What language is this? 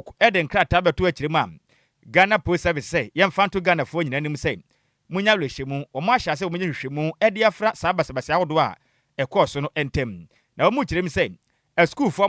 Akan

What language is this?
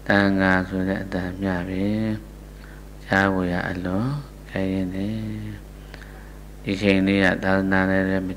Burmese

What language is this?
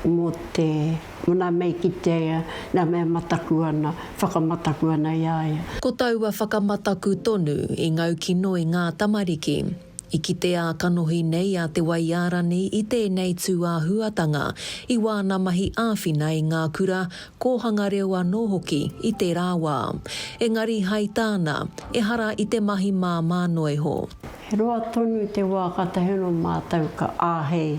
Māori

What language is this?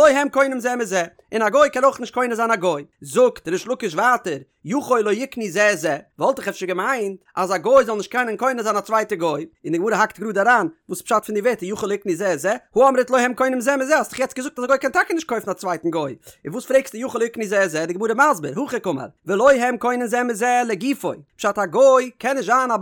Yiddish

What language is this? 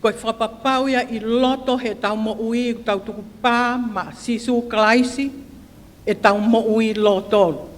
Tongan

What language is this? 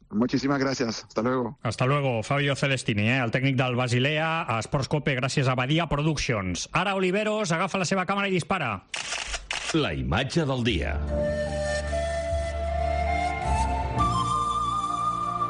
Catalan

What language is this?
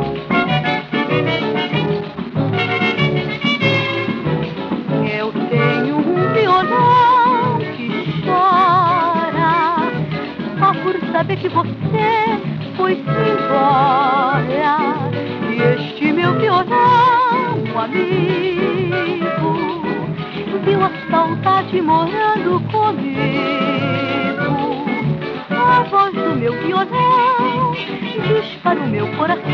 Portuguese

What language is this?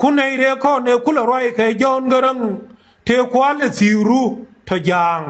Nuer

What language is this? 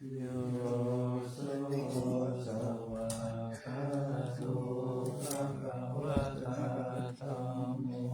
Pali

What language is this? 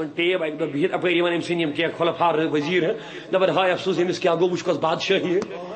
Kashmiri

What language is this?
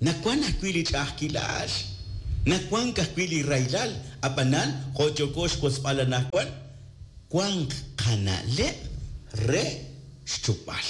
Kekchí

